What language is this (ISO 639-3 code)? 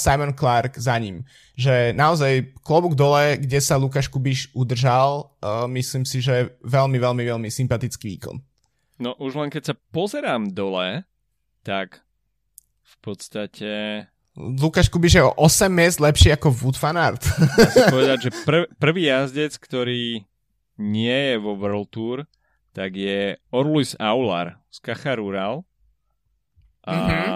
slk